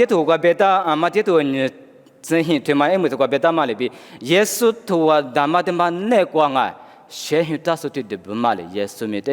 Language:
Lisu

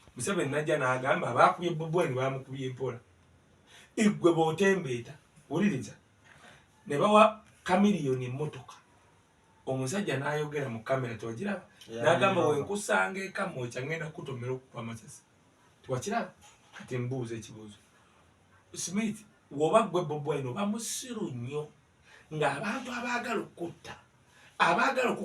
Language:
Ganda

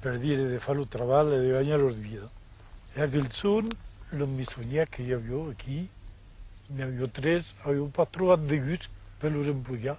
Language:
Occitan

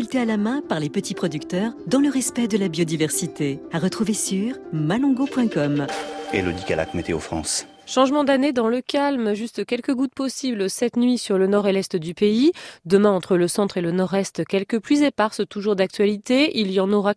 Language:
French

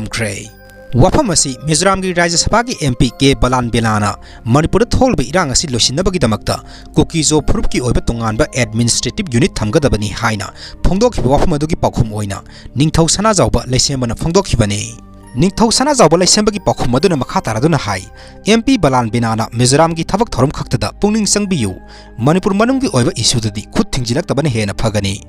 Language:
Manipuri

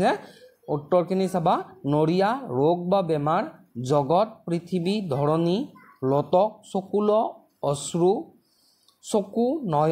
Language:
Assamese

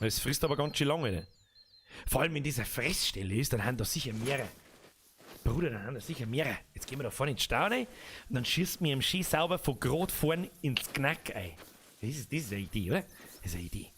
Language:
Bavarian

